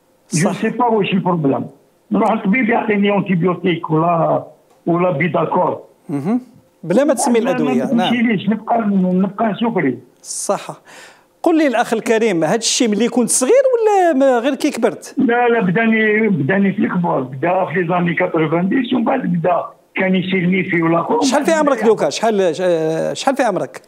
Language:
Algerian Arabic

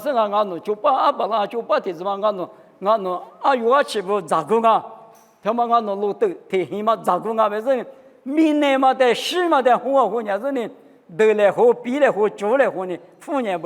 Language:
Lisu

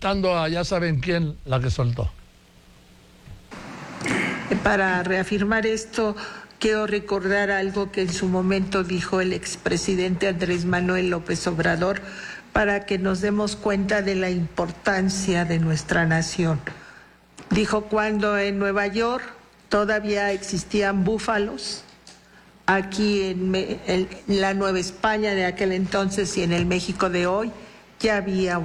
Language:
Spanish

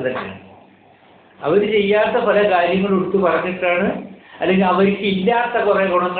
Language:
Malayalam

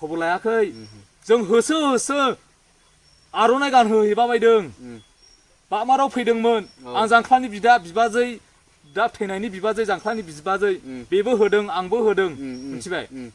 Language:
Bodo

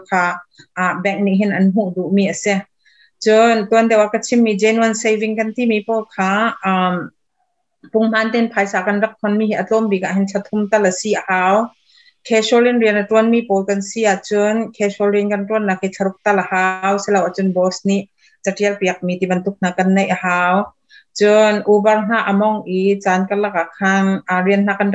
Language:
Hakha Chin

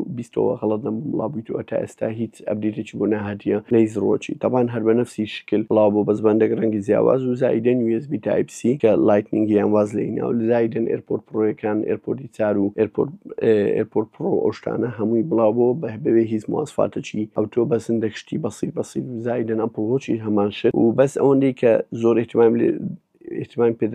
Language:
Central Kurdish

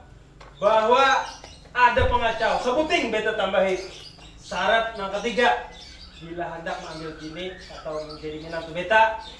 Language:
Banjar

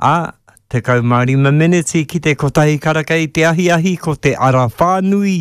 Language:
Māori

